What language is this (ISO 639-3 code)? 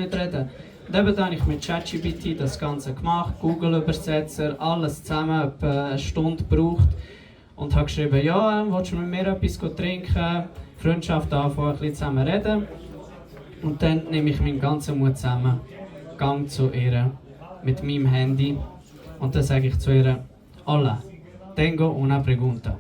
gsw